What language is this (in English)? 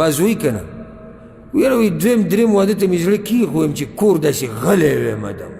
Pashto